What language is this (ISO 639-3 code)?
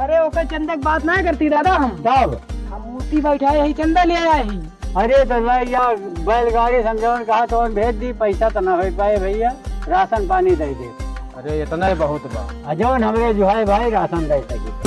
awa